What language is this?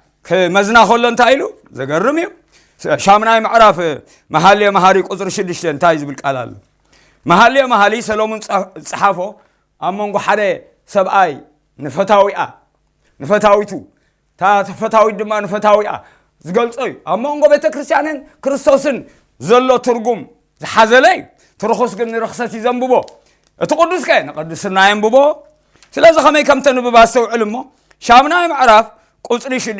Tigrinya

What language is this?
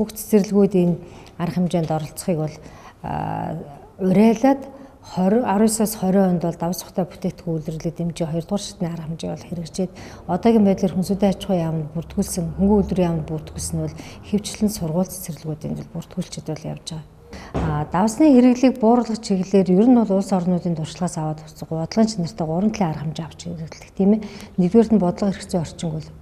Mongolian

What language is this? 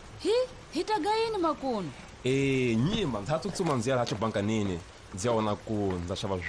Tsonga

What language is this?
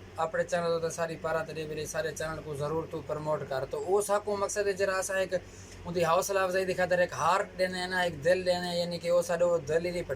Saraiki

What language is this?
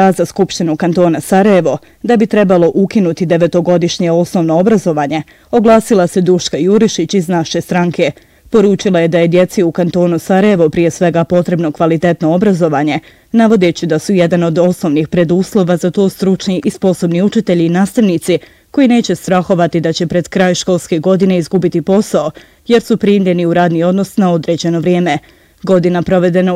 Bosnian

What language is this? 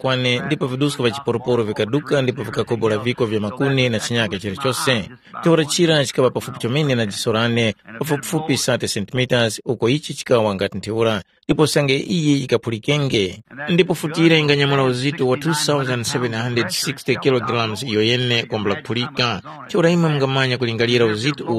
Tumbuka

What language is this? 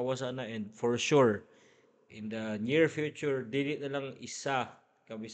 Cebuano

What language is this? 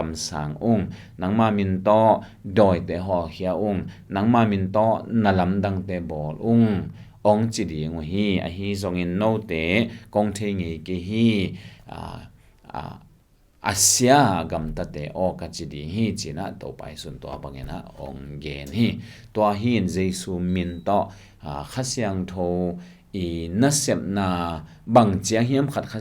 Tedim Chin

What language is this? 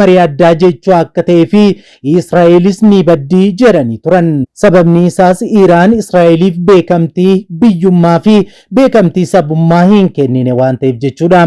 Oromo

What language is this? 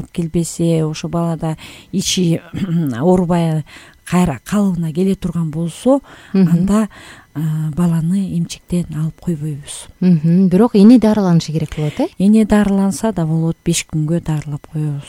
Kyrgyz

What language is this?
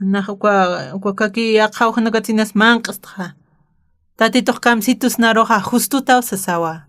Aymara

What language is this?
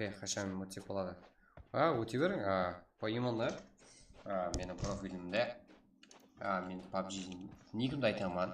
Kara-Kalpak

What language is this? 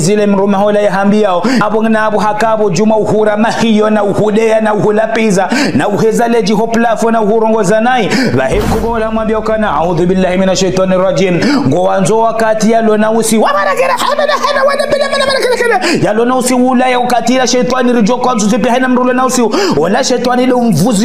Ngazidja Comorian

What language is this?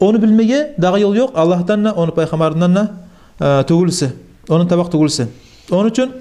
Kumyk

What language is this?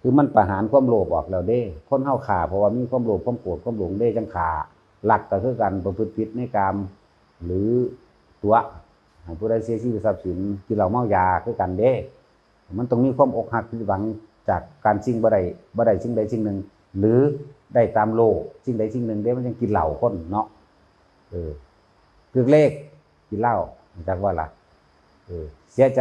Northeastern Thai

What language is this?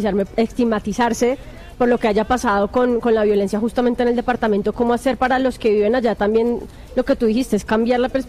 Spanish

